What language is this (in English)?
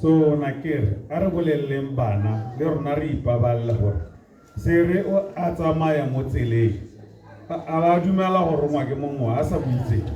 Tswana